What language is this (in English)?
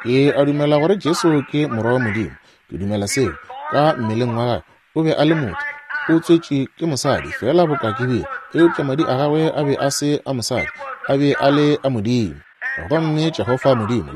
Northern Sotho